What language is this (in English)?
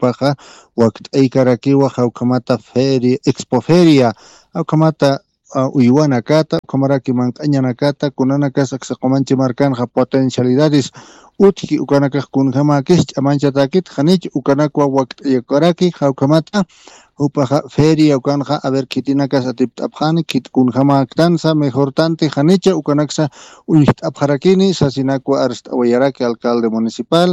Aymara